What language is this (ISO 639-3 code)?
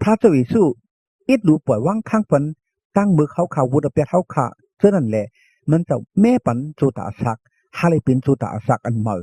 shn